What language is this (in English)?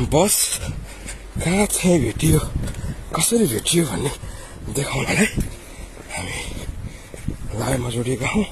Nepali